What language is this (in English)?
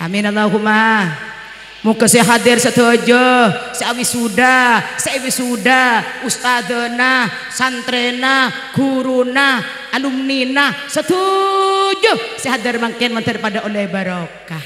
Madurese